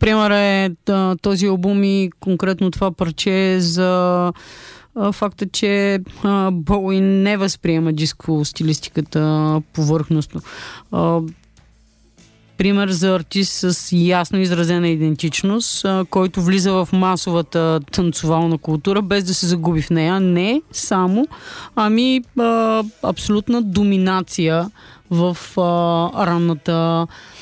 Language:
Bulgarian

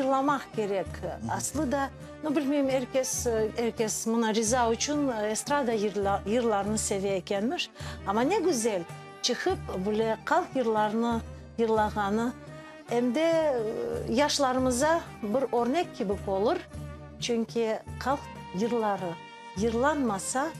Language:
Crimean Tatar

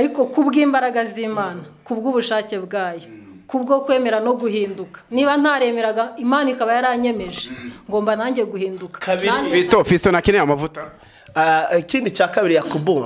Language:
Kinyarwanda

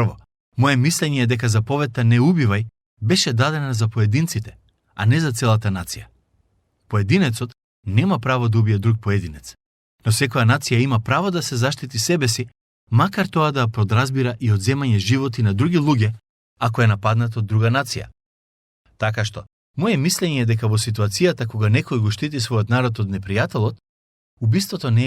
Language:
Macedonian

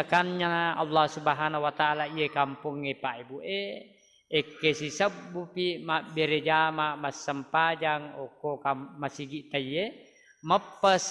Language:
Buginese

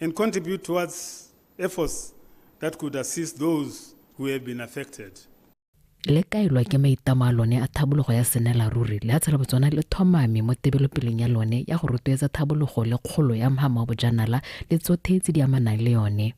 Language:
Tswana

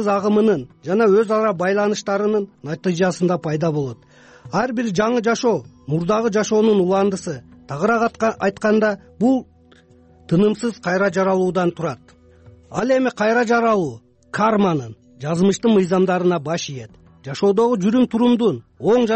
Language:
Kyrgyz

